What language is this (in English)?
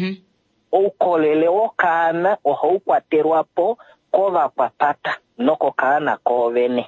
Kuanyama